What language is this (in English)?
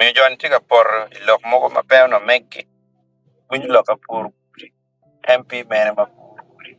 Acoli